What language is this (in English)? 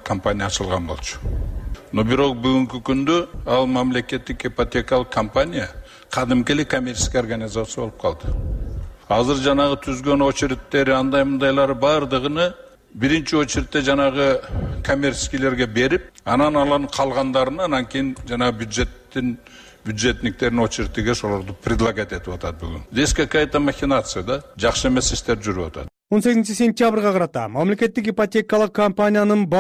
Kyrgyz